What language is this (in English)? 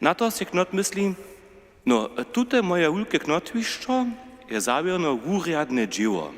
Upper Sorbian